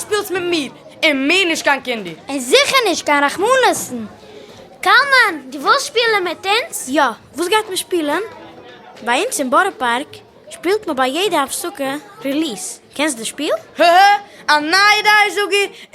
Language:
Yiddish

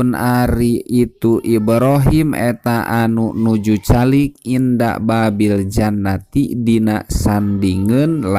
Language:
Sundanese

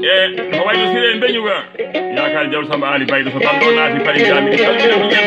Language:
Fula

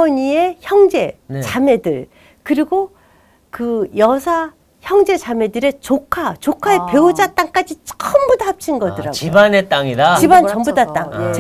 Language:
Korean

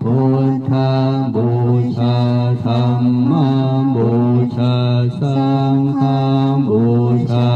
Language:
Pali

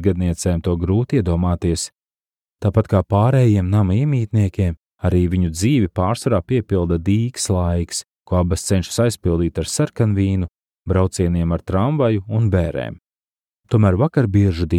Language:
Latvian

